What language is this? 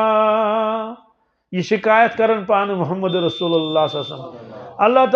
Kashmiri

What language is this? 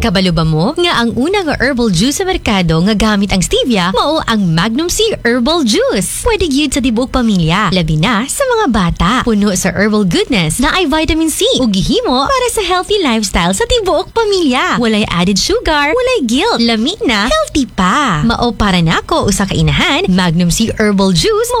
Cebuano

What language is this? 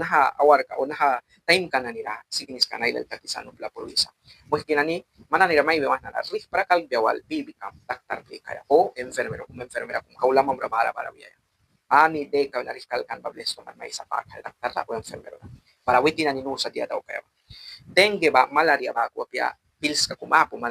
Mískito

